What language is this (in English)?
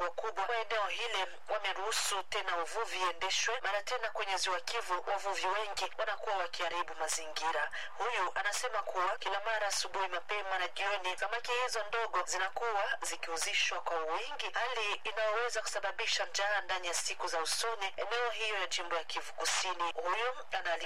Swahili